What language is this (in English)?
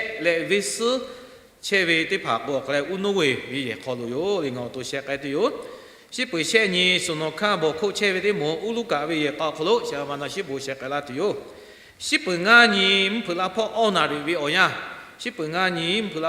Lahu